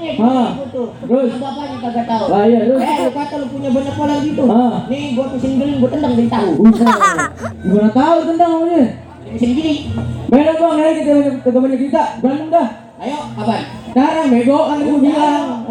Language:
Betawi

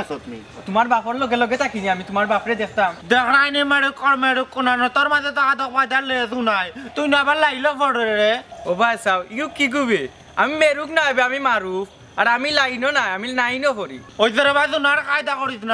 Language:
Sylheti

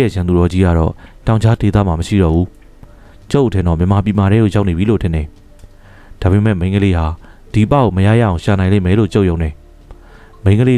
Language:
Burmese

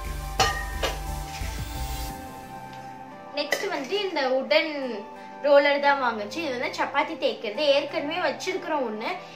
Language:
Tamil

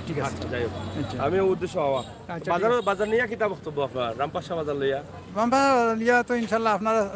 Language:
Sylheti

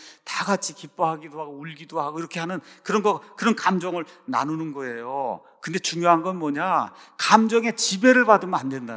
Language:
Korean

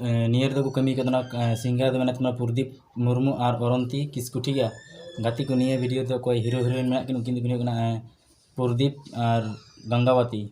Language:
Santali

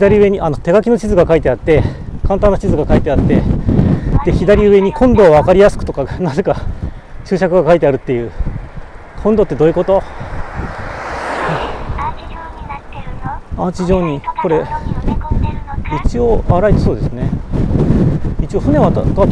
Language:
Japanese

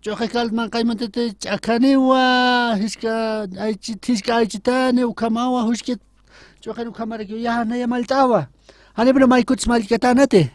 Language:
Aymara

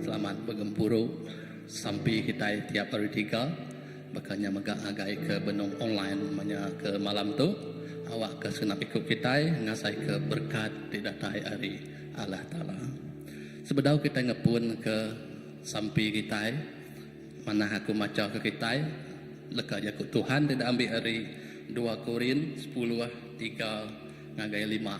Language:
Iban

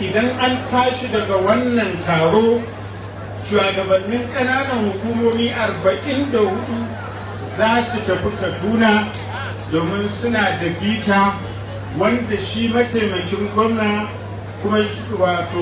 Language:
Hausa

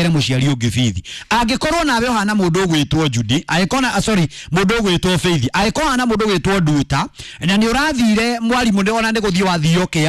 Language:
Kikuyu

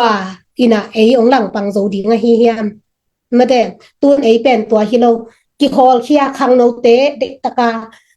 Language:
Tedim Chin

